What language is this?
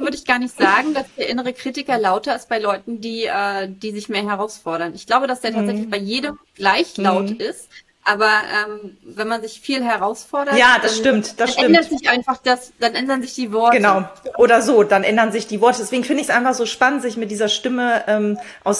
German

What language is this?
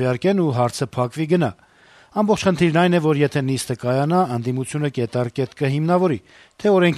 Armenian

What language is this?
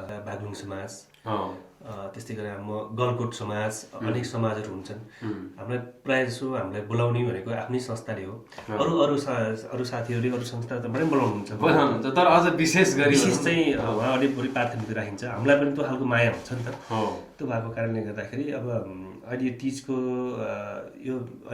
Nepali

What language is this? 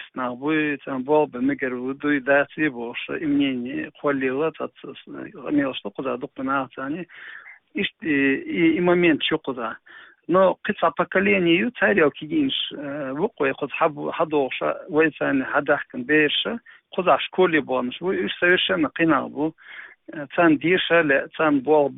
Chechen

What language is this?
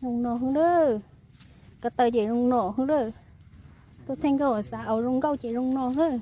Hmong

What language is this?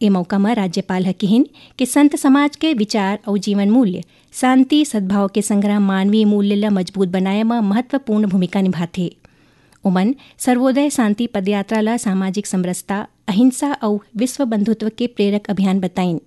Chhattisgarhi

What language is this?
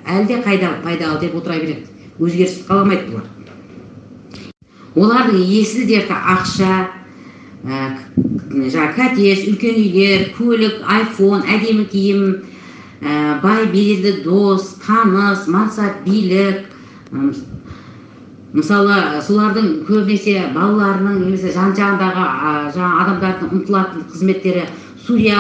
Kazakh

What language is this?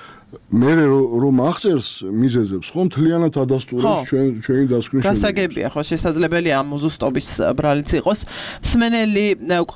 Georgian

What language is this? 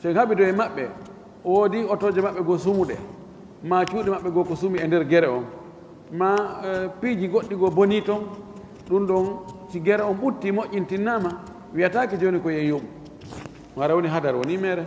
Fula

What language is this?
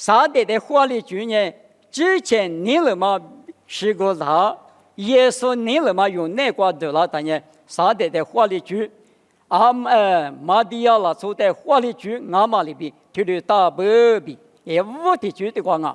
Lisu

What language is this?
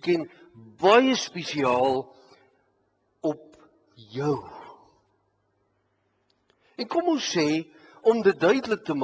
Afrikaans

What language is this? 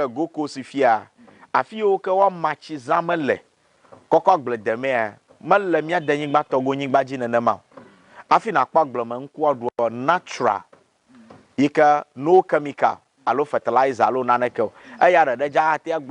Ewe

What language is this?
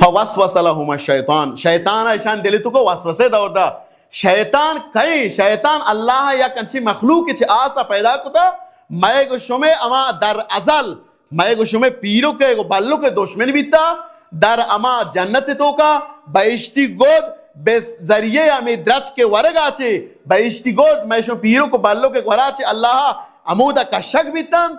Baluchi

